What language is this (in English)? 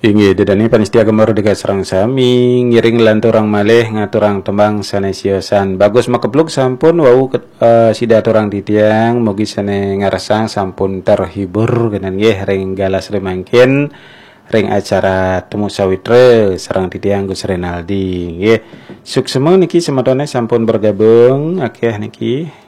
Balinese